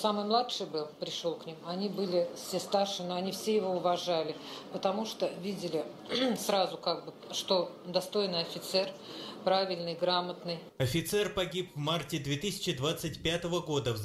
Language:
Russian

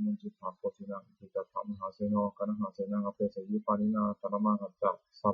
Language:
Pali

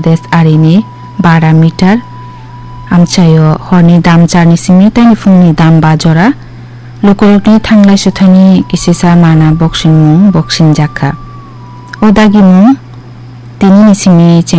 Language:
Kok Borok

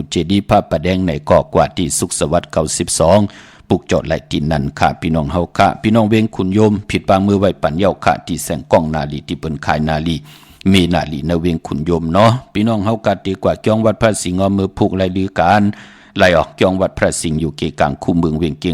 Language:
Shan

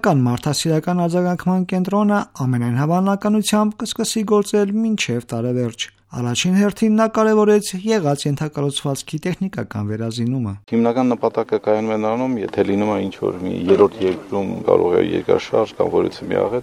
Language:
Armenian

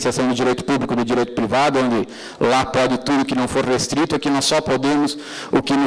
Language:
Portuguese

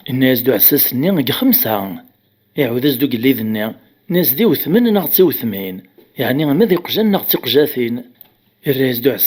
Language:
Kabyle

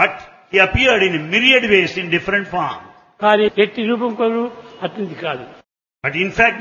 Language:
Telugu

